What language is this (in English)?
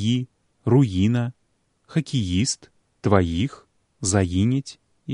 Belarusian